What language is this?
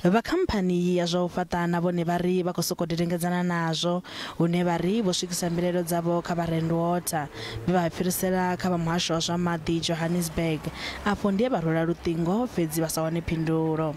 Venda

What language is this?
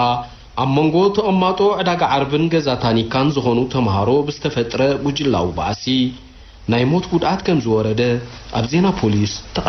Tigrinya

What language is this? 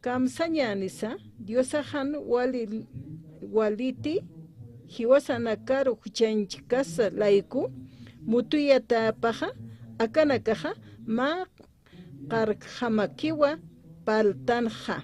Aymara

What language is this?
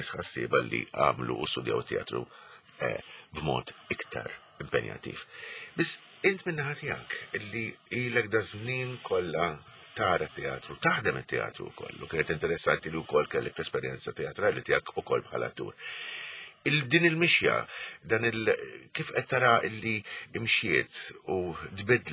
Maltese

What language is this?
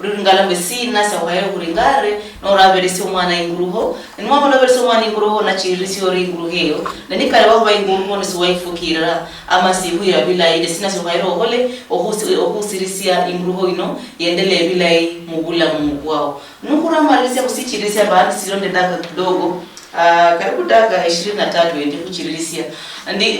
Luyia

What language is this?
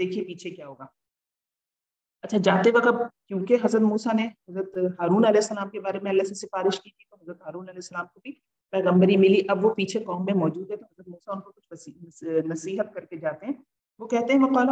Urdu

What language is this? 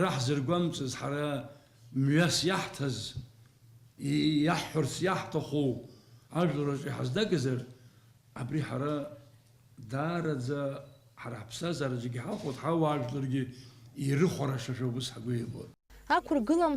Abkhazian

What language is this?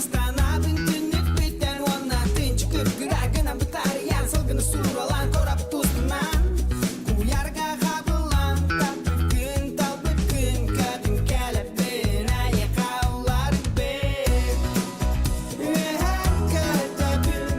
Yakut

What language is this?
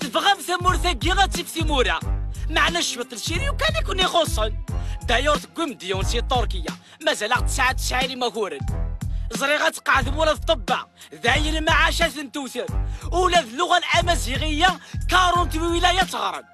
Kabyle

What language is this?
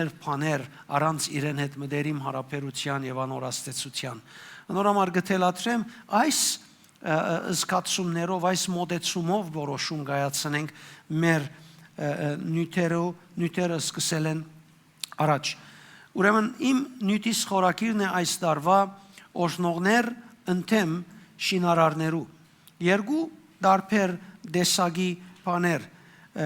Western Armenian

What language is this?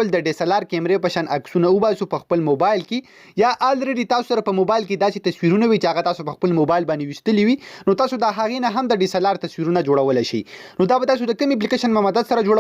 Pashto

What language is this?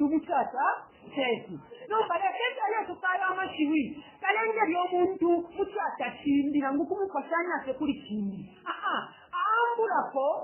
Bemba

